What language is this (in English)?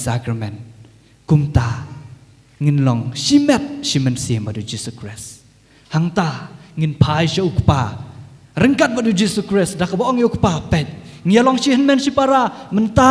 Khasi